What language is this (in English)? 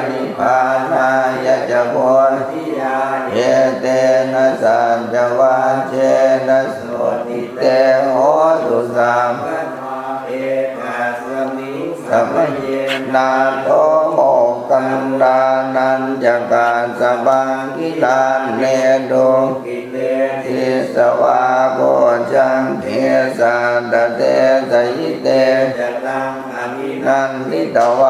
Pali